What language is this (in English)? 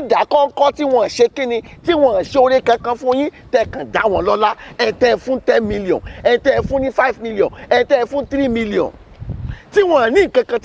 Yoruba